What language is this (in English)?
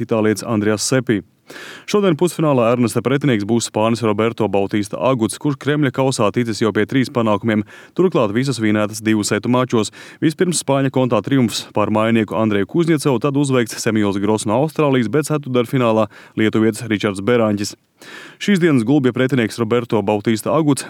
Latvian